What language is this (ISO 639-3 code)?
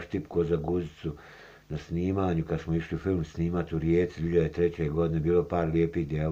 bos